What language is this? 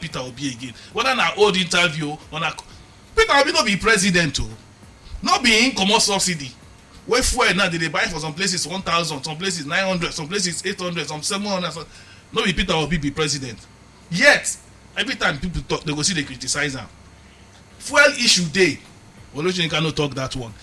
Nigerian Pidgin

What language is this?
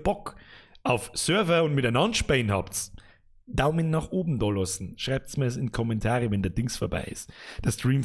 Bavarian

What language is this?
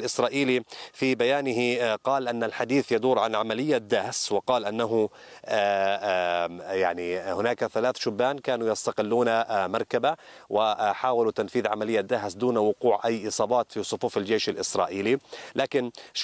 Arabic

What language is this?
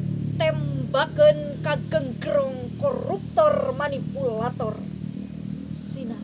Sundanese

